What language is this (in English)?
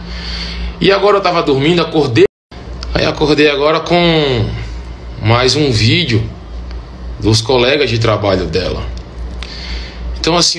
Portuguese